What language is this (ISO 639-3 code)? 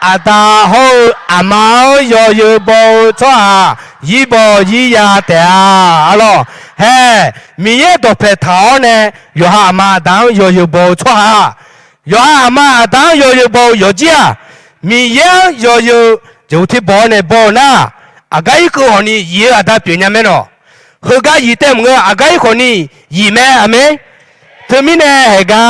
ahk